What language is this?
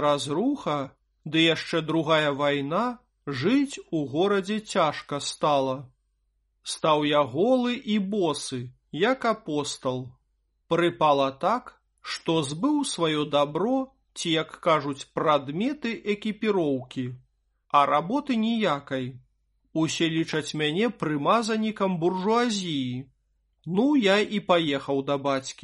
Belarusian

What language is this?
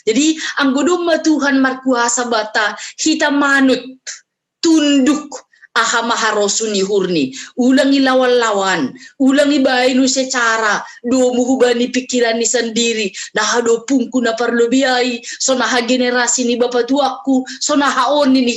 Batak Simalungun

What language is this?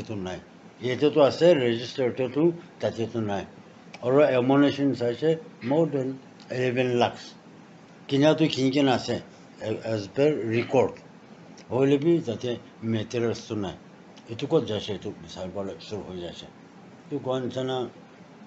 Naga Pidgin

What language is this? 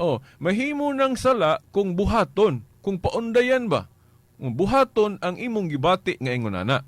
Cebuano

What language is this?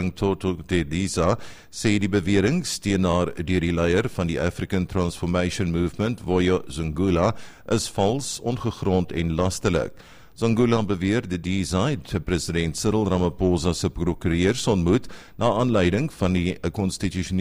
Afrikaans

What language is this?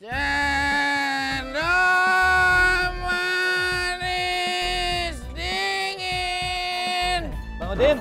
Betawi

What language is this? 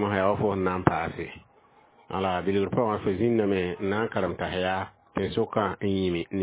Mossi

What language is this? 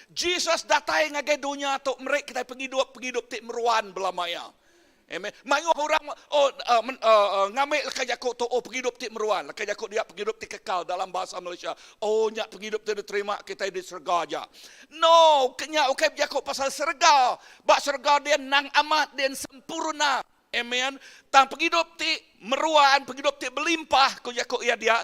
Iban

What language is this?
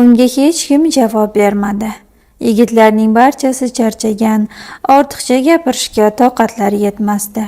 Uzbek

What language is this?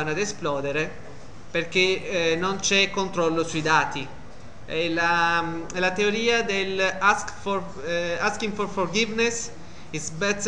Italian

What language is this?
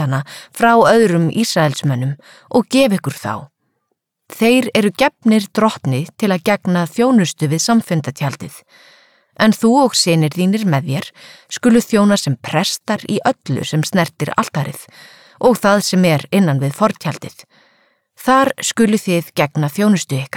Icelandic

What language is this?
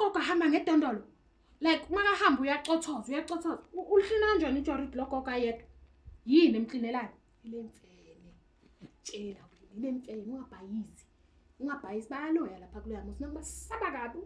Zulu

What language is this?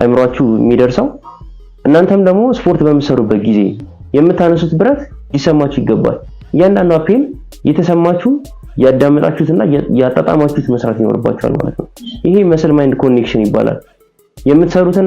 Amharic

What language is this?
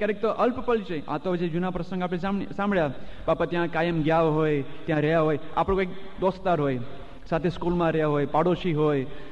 Gujarati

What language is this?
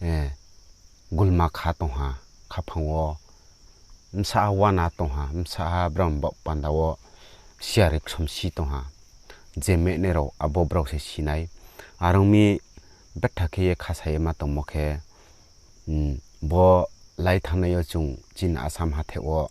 Riang (India)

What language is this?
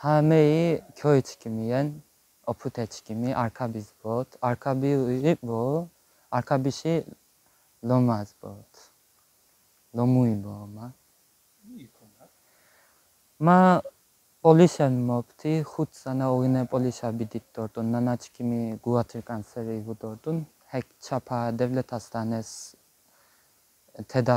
Laz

